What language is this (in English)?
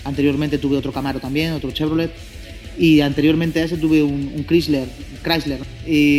Spanish